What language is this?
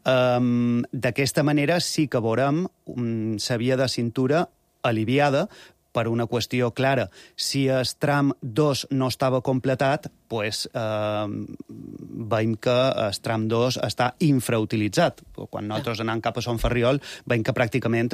Catalan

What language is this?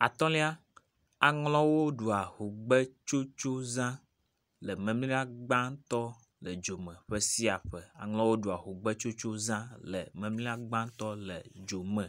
Ewe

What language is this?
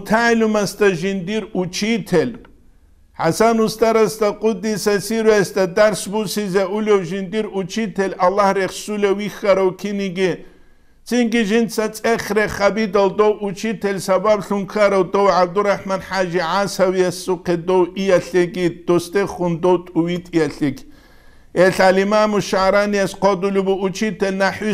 Avaric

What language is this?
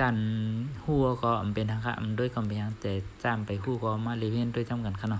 Shan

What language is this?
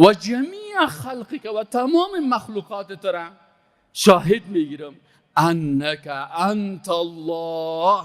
Persian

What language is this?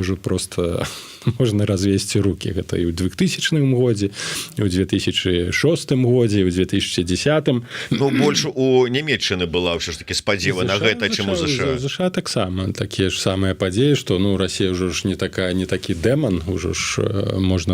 Belarusian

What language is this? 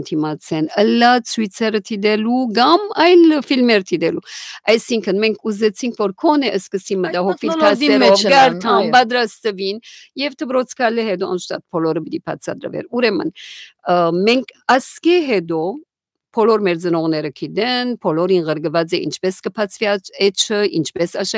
Western Armenian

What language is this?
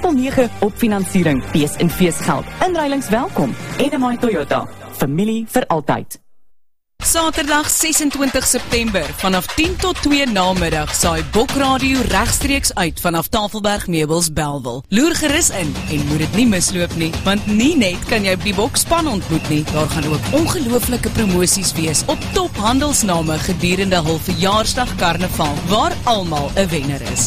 Afrikaans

